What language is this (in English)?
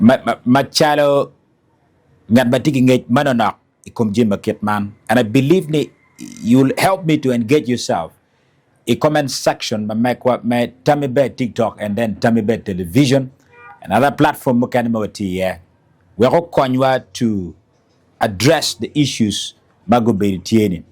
Acoli